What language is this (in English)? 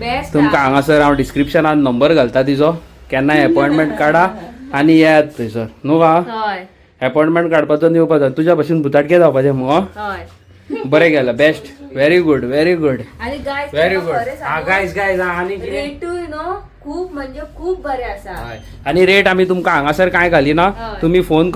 Konkani